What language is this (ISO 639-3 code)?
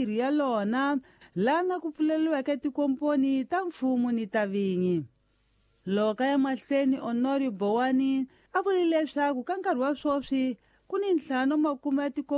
tso